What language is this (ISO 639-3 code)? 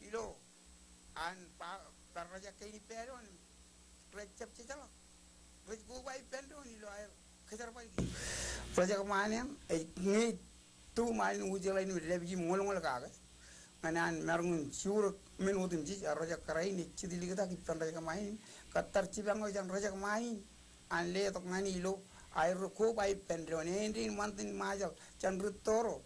mah